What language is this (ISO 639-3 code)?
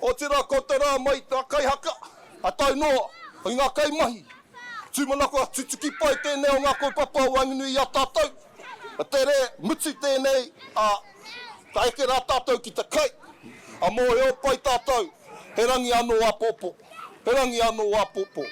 mri